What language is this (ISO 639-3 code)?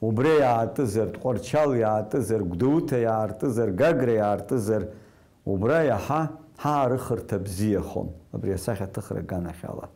abk